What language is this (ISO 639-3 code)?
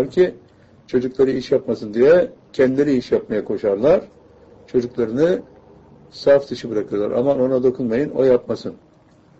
tur